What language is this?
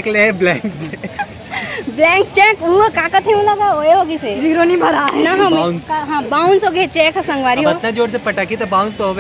Chhattisgarhi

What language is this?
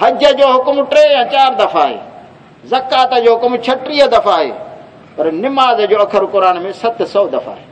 Saraiki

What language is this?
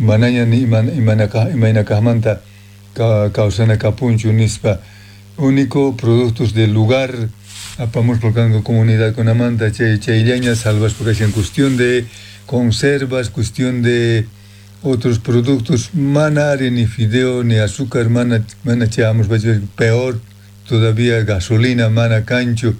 South Bolivian Quechua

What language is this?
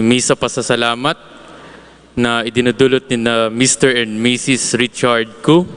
Bikol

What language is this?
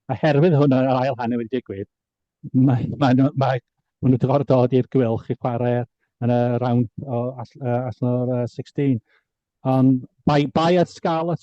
Welsh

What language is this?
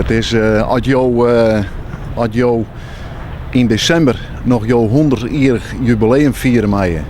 Western Frisian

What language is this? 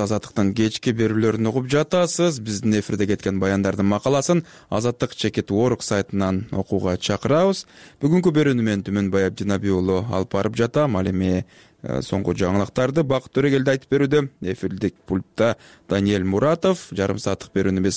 Kyrgyz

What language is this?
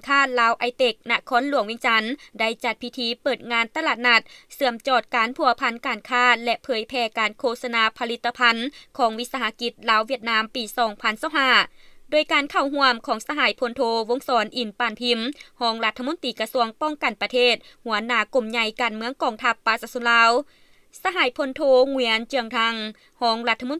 Lao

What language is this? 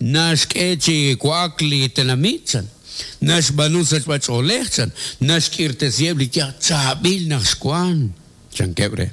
Kekchí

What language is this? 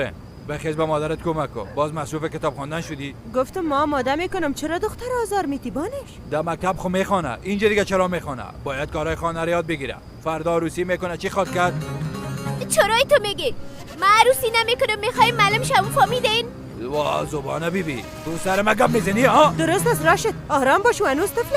Persian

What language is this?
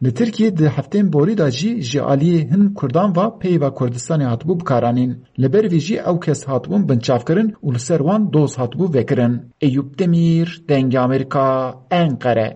Kurdish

